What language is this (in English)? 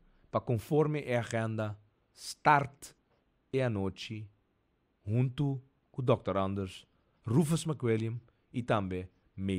Papiamento